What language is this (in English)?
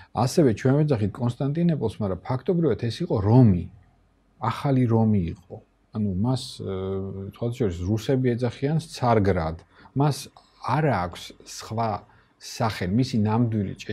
Georgian